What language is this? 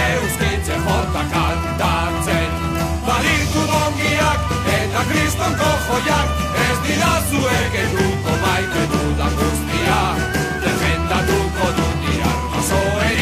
Basque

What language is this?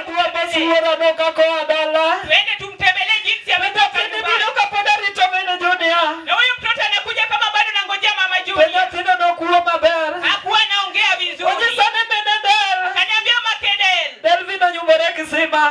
Luo (Kenya and Tanzania)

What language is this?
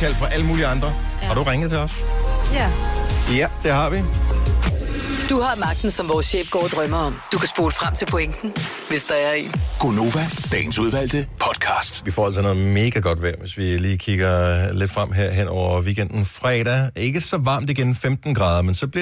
Danish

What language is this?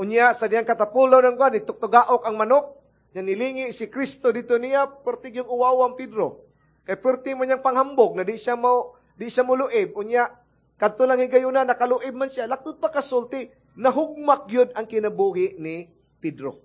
Cebuano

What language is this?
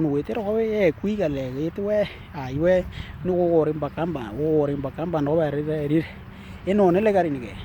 Western Dani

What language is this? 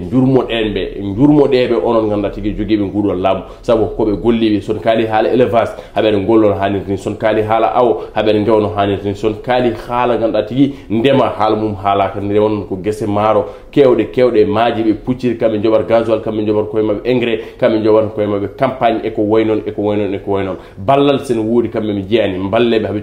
Fula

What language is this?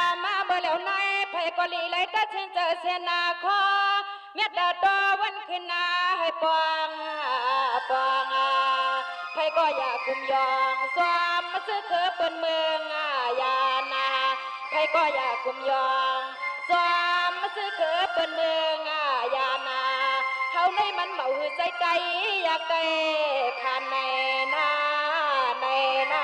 Shan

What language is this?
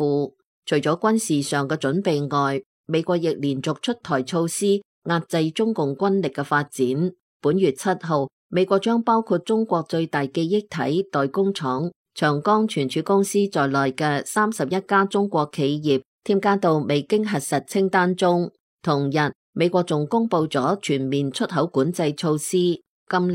Cantonese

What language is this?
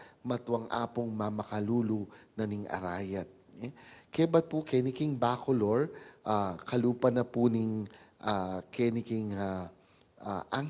Pampanga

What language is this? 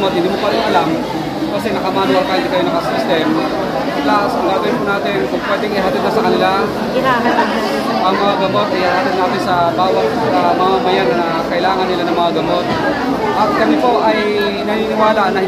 Filipino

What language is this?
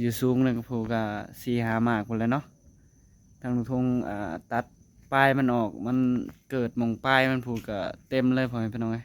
Northeastern Thai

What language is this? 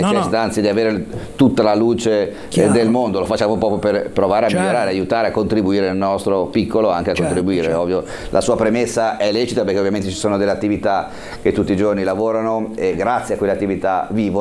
Italian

